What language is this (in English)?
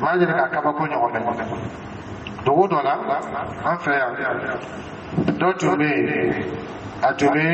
Dyula